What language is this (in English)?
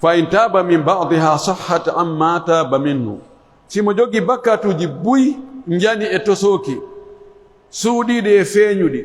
Pular